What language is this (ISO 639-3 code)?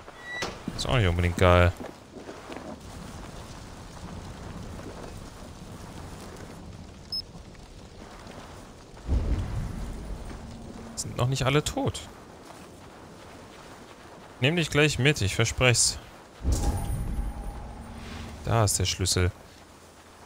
deu